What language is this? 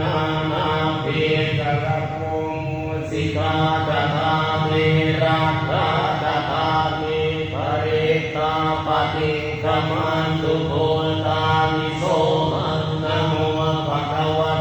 Pali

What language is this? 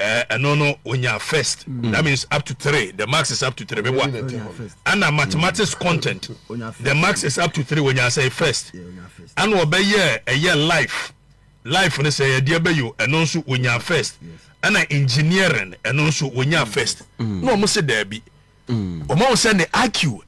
Akan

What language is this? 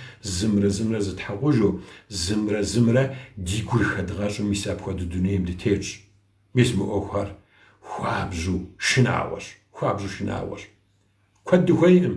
Kabardian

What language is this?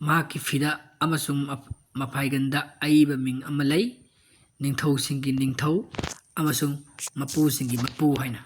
Manipuri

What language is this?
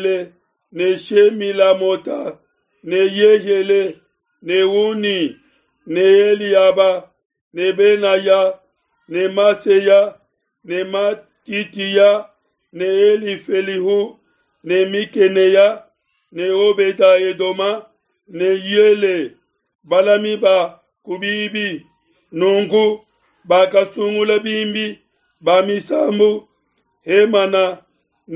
Luba-Lulua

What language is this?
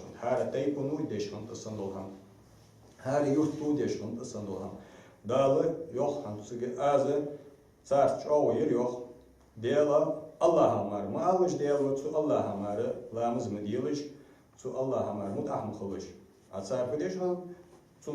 Ingush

